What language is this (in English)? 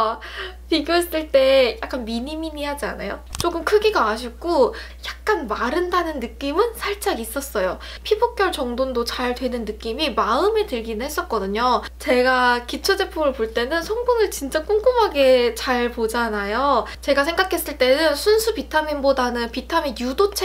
Korean